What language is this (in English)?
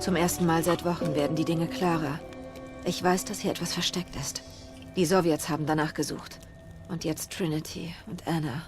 Swiss German